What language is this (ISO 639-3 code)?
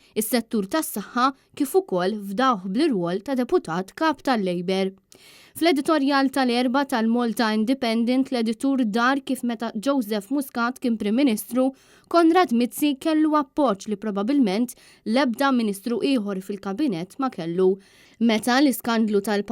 mlt